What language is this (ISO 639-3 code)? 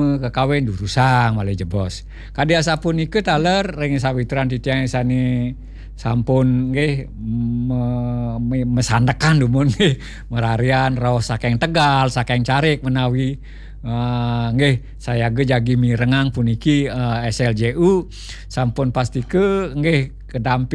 ban